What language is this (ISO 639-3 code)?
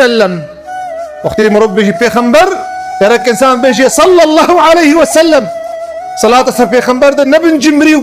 kur